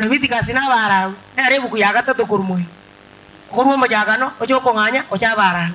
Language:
Gusii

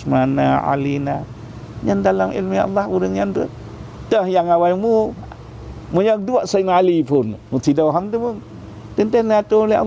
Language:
Achinese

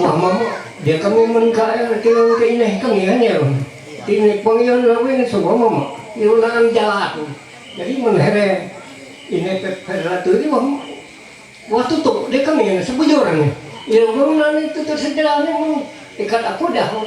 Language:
Ma'anyan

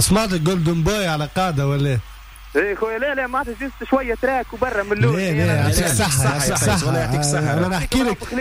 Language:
Tunisian Arabic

